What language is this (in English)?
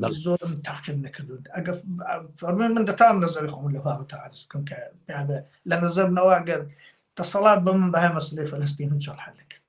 Central Kurdish